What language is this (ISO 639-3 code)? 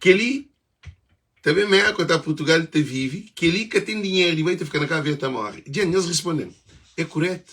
kea